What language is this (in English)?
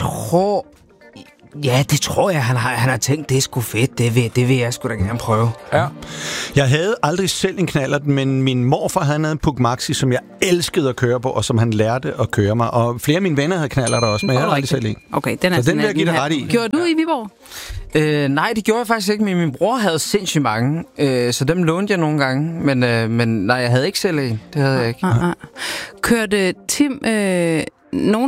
Danish